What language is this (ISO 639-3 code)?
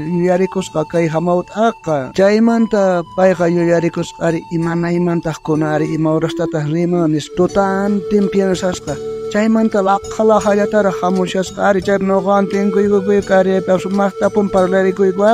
quh